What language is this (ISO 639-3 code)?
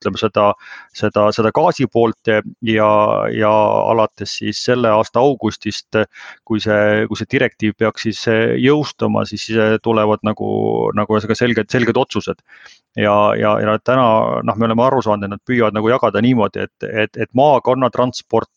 est